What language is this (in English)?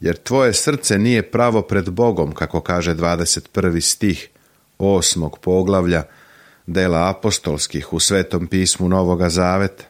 Serbian